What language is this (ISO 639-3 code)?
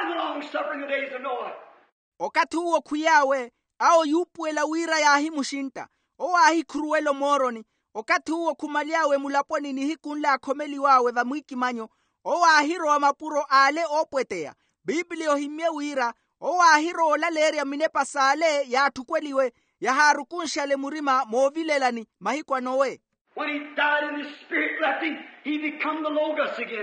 vmw